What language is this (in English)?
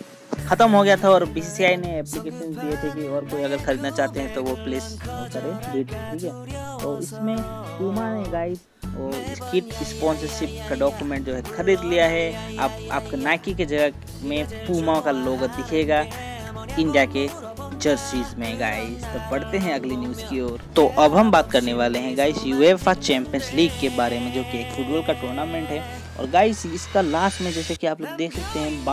Hindi